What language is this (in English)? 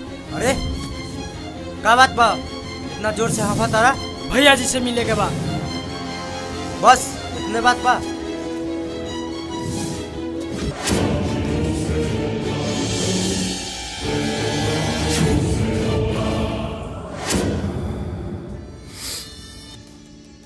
Bhojpuri